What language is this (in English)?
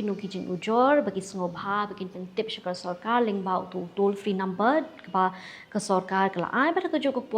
Khasi